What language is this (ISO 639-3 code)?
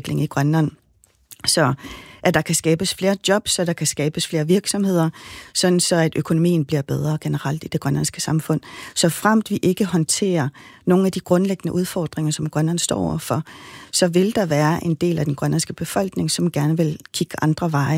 dan